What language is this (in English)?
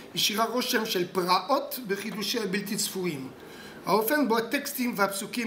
Hebrew